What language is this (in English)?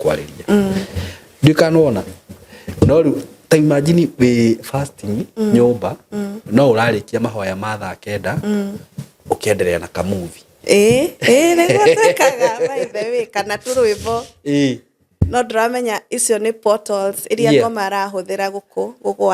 Kikuyu